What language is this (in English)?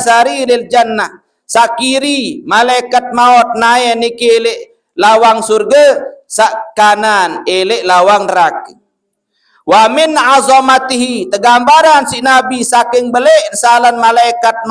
Sasak